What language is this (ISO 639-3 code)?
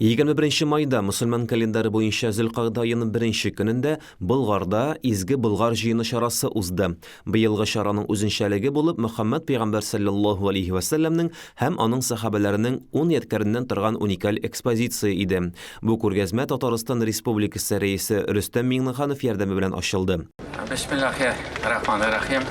tat